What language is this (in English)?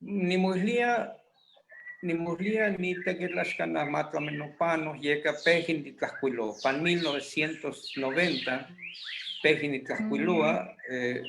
Eastern Huasteca Nahuatl